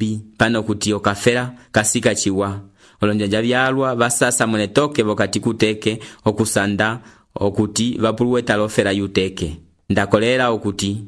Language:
Umbundu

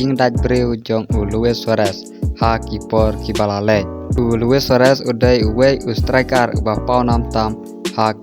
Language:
Khasi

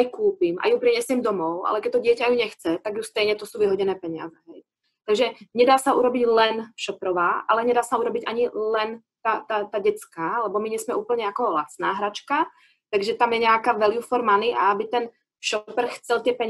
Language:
Slovak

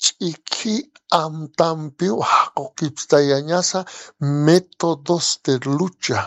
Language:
Aymara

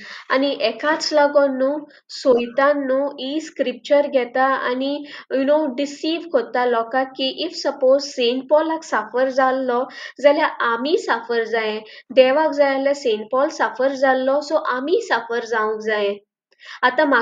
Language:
Konkani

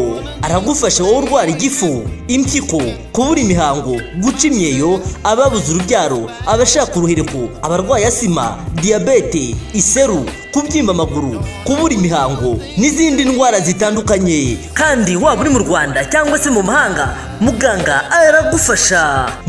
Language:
Kinyarwanda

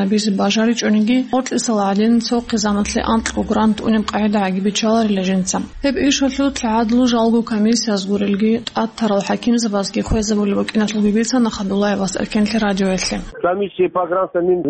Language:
Avaric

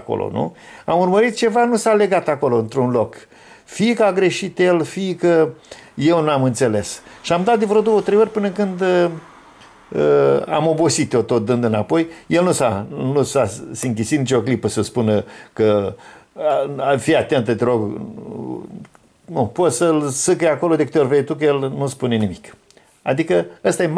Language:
Romanian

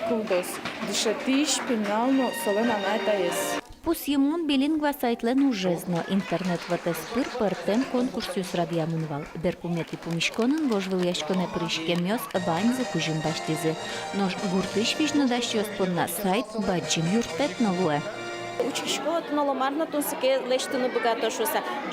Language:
Udmurt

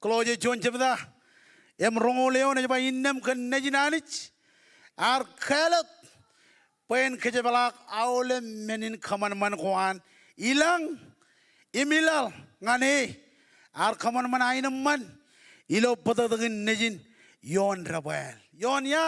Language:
Marshallese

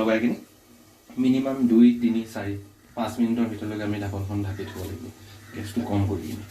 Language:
Assamese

